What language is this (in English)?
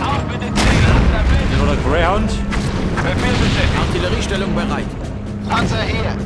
Bavarian